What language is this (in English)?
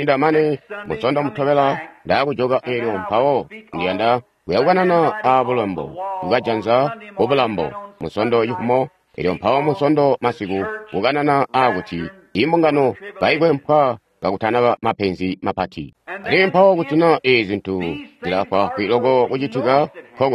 Tonga (Zambia)